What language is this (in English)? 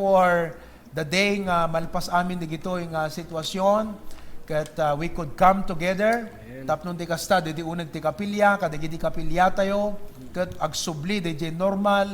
Iloko